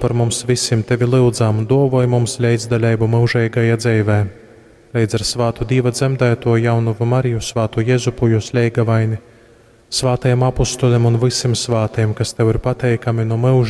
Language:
Latgalian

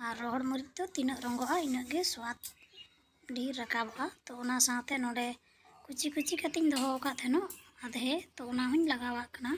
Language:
Santali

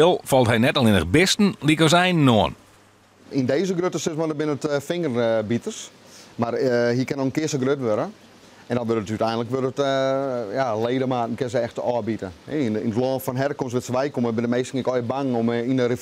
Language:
Western Frisian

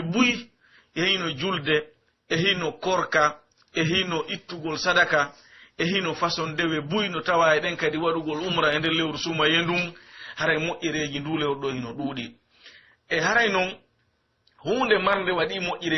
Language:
Pular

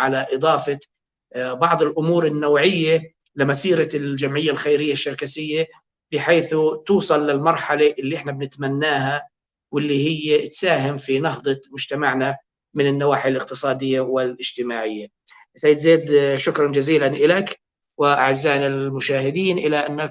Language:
North Levantine Arabic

